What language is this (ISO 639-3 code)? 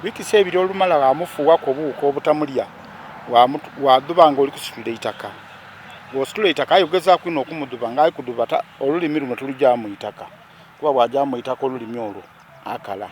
xog